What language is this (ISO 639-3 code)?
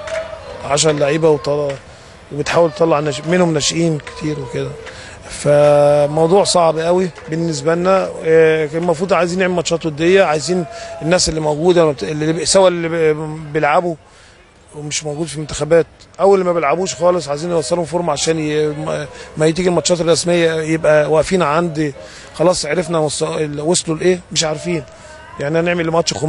arz